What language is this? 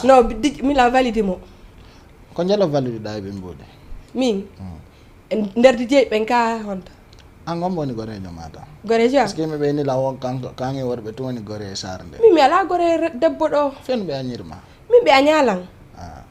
Fula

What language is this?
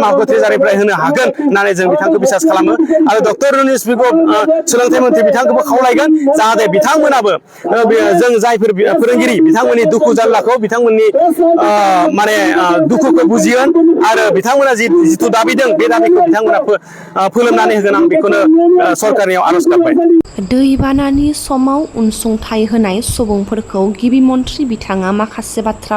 Bodo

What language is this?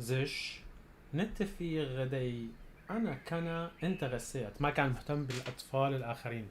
North Levantine Arabic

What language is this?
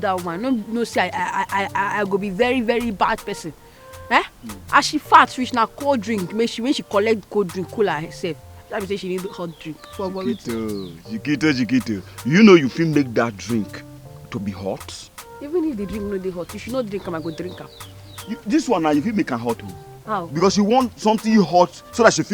Nigerian Pidgin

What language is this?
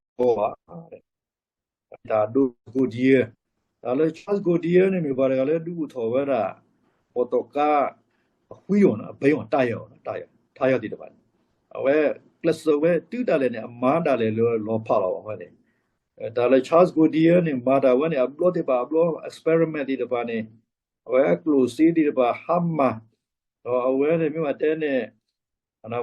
S'gaw Karen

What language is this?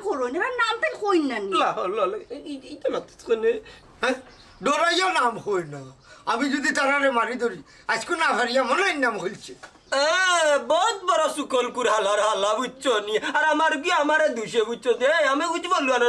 Sylheti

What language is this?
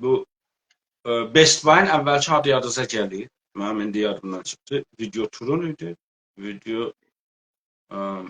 South Azerbaijani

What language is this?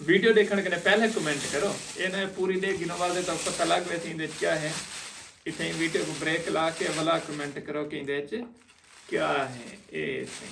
Saraiki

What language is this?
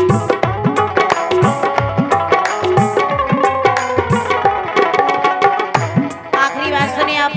Bhojpuri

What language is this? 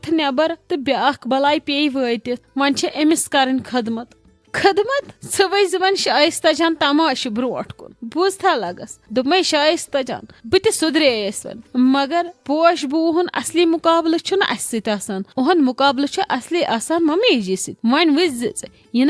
Kashmiri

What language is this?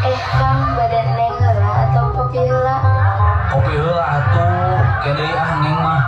Sundanese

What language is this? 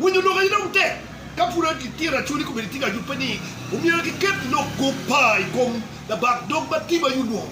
Acoli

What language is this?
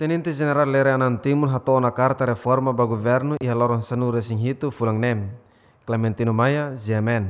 Tetum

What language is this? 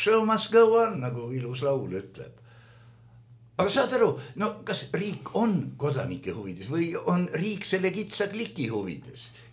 Estonian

